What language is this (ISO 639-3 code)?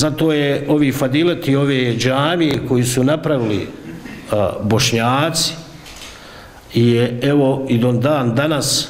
bos